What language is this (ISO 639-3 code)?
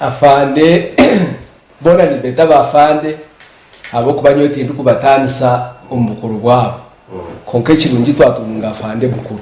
nyn